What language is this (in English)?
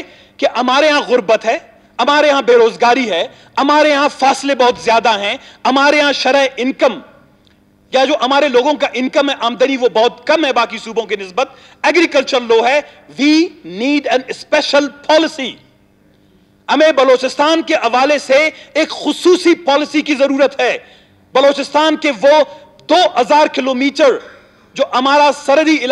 Urdu